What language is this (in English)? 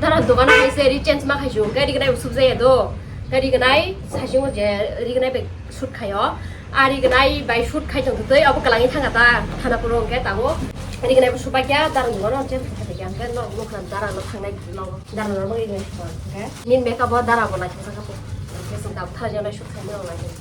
Kok Borok